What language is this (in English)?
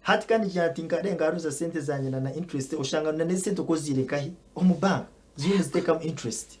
Nyankole